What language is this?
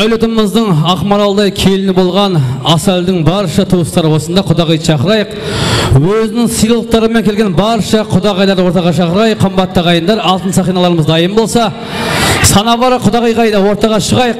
Kara-Kalpak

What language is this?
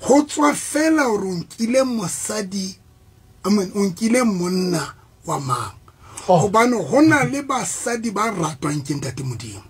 Southern Sotho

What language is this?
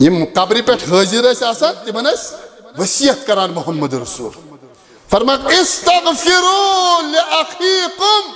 Kashmiri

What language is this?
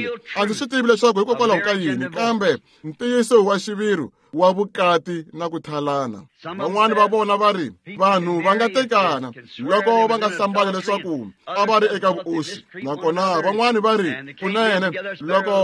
Tsonga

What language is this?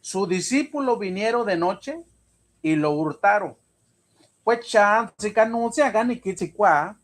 Mixtepec Mixtec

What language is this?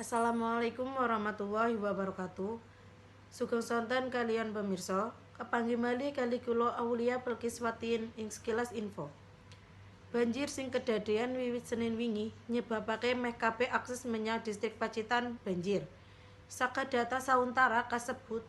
Javanese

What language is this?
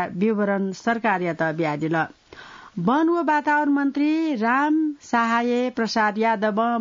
Newari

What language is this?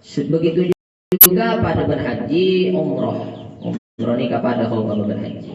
Madurese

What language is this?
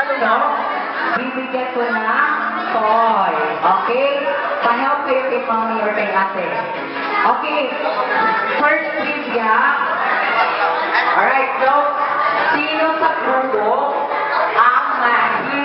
Filipino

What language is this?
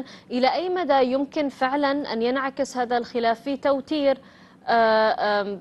Arabic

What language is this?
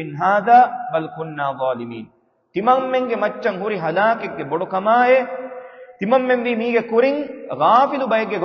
Divehi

